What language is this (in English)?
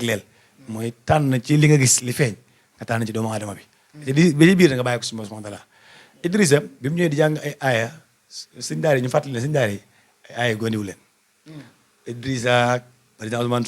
Wolof